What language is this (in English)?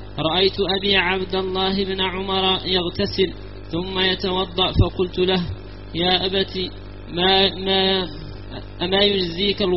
Arabic